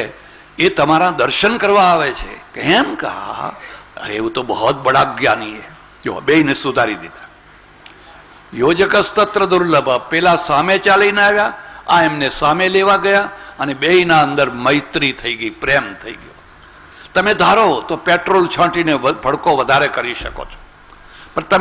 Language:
Gujarati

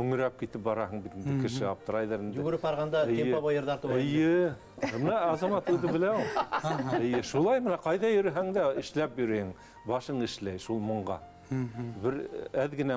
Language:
Bashkir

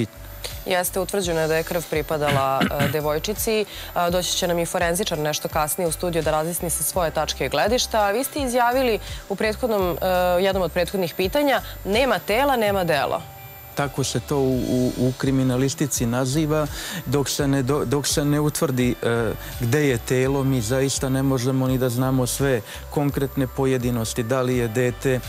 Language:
Serbian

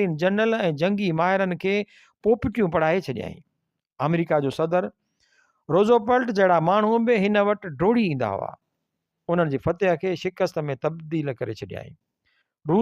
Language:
Sindhi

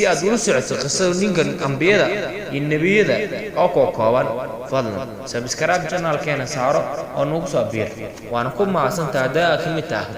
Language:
Somali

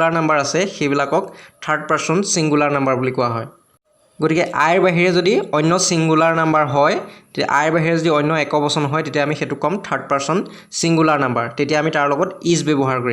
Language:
Assamese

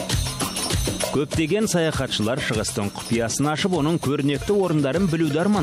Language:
Kazakh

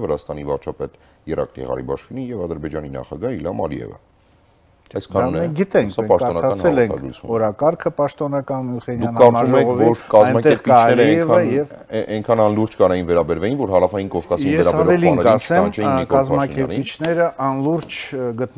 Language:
Armenian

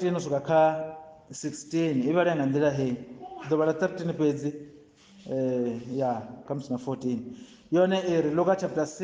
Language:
Venda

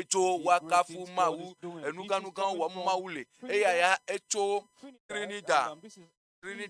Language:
Ewe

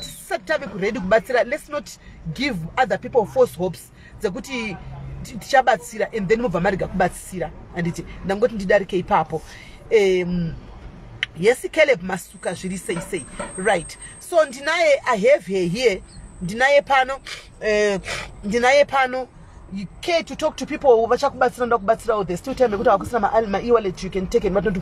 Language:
Shona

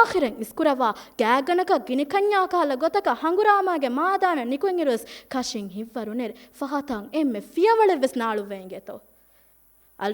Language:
Divehi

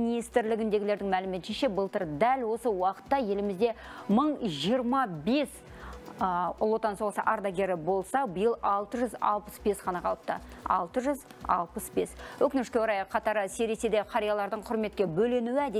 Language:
Kazakh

